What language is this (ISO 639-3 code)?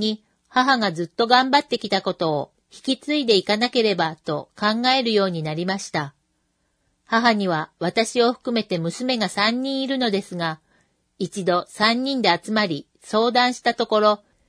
jpn